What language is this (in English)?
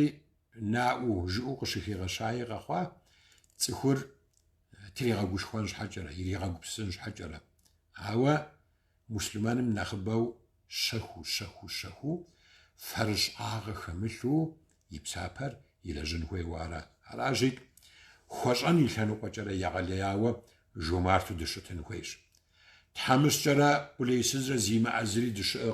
Kabardian